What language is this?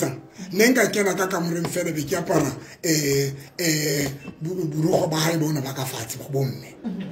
Tswana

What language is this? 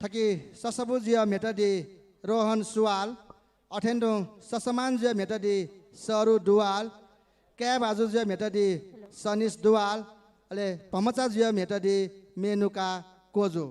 Newari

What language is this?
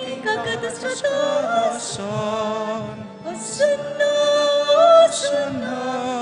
Pampanga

